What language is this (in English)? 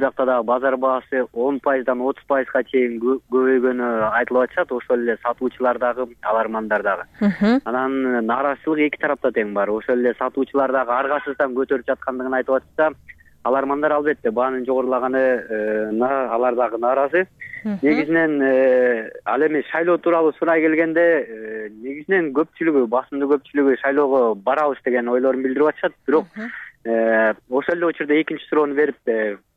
Kyrgyz